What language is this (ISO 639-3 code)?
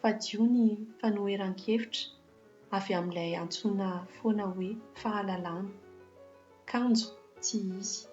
mlg